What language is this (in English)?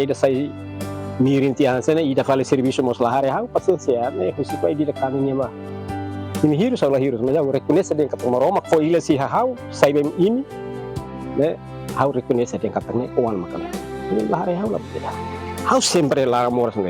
Tetum